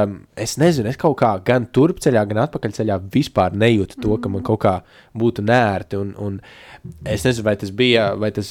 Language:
Latvian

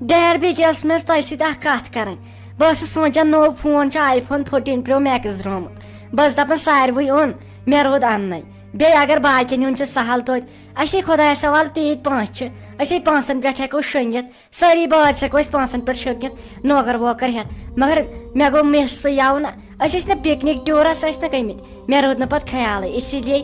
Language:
Kashmiri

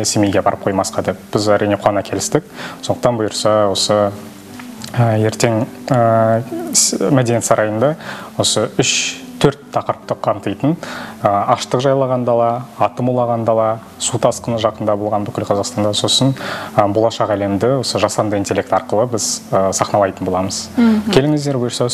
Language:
Kazakh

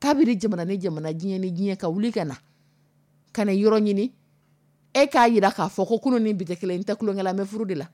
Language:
Dyula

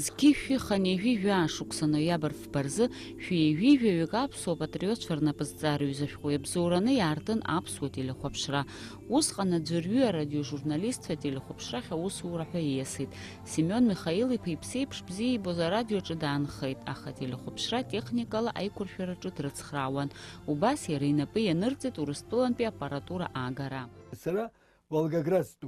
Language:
Abkhazian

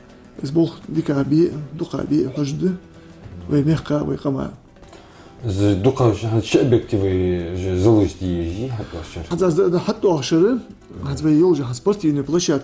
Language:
Ingush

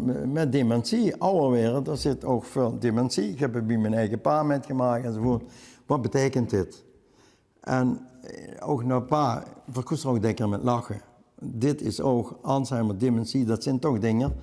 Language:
Limburgish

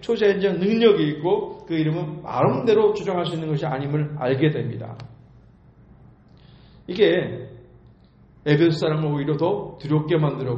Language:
Korean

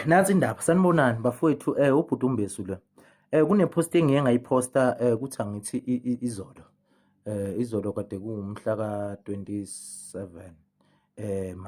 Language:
Zulu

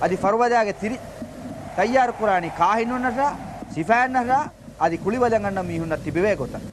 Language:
Divehi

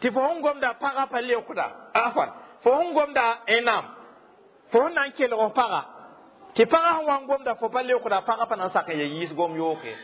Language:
Mossi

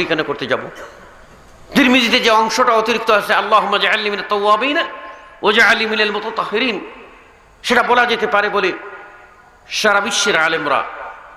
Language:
Bangla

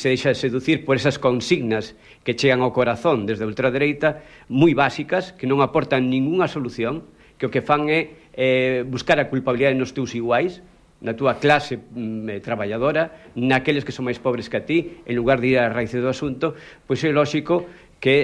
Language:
Galician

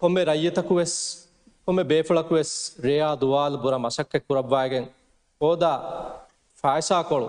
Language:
Divehi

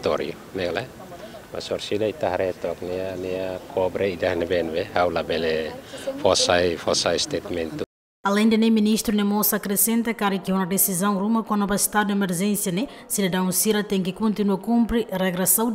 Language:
Tetum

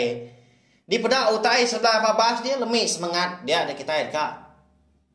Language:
Iban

